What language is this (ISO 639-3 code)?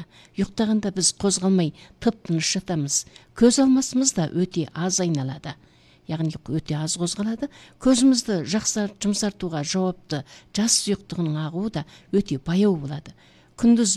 kaz